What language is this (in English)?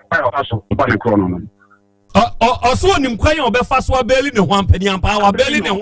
Akan